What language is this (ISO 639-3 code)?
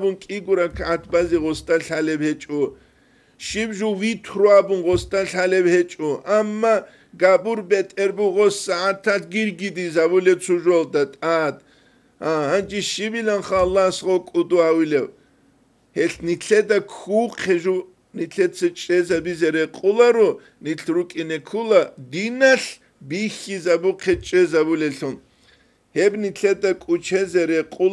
ava